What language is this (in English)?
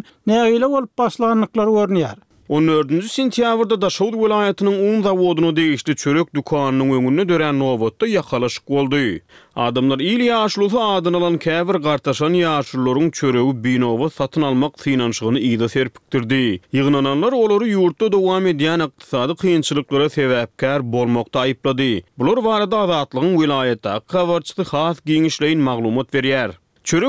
Turkmen